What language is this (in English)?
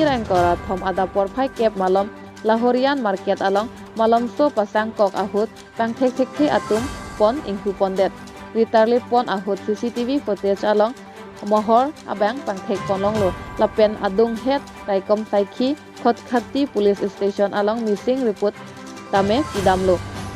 Karbi